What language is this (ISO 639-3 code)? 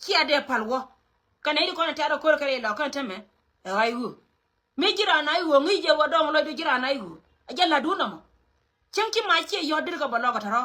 nus